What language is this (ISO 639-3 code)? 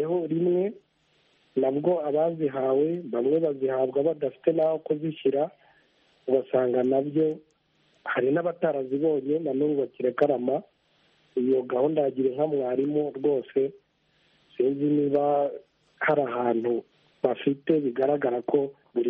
kin